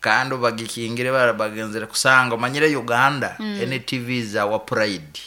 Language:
Nyankole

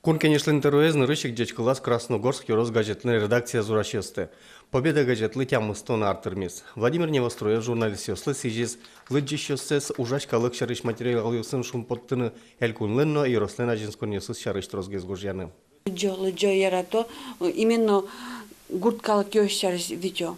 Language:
Udmurt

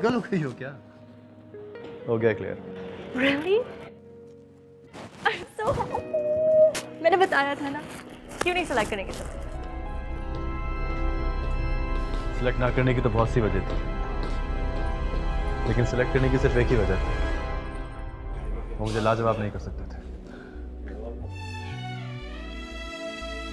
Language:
Hindi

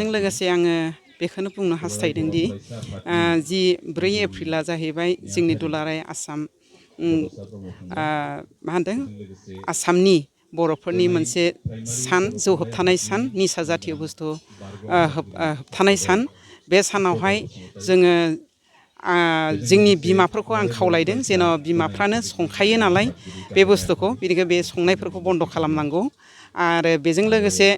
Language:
Bodo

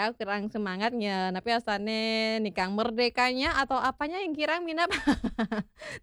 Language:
Balinese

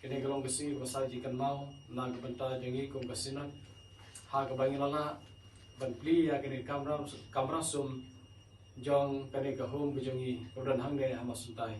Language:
Khasi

